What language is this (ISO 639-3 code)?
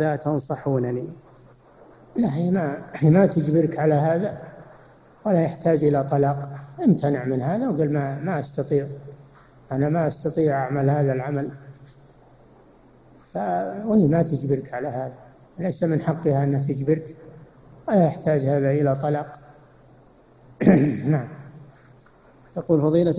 ara